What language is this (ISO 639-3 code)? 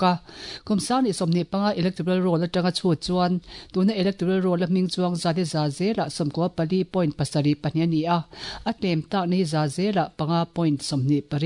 lus